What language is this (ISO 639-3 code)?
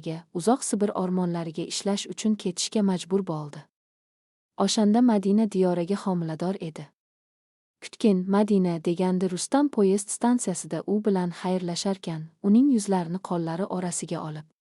uzb